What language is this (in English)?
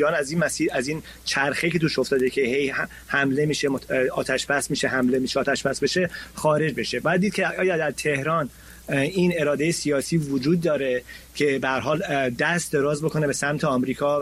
Persian